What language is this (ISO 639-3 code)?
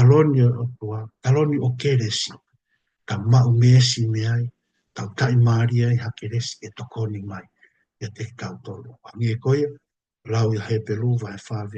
ton